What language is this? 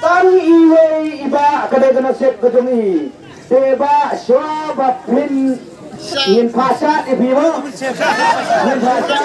Khasi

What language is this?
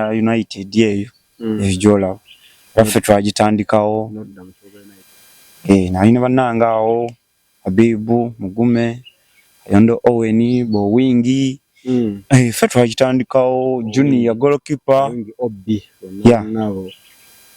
Ganda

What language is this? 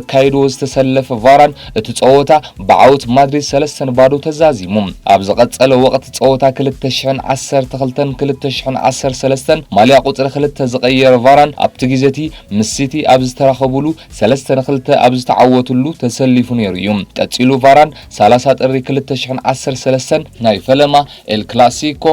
Tigrinya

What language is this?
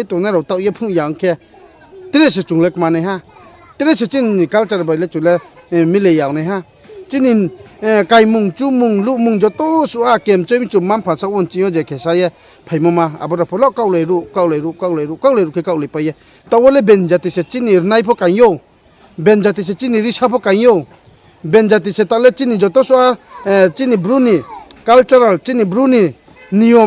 Riang (India)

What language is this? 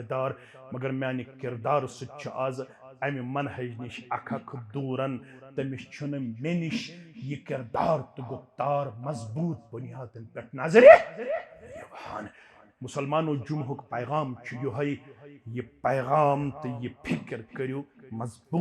Kashmiri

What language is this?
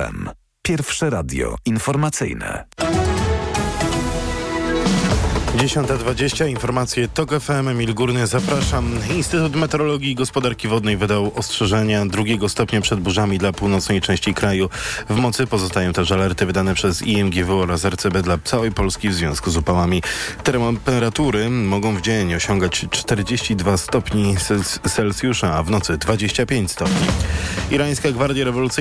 Polish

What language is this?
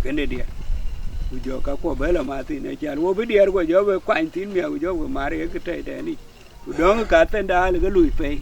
Dinka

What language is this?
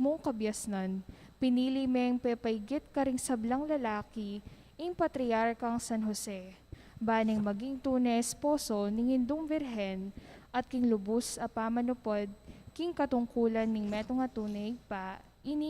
Pampanga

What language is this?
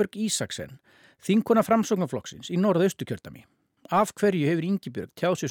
Icelandic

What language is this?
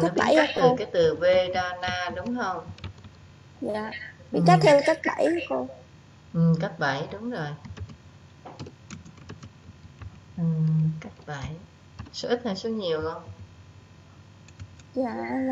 Vietnamese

